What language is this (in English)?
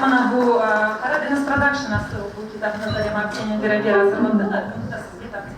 Crimean Tatar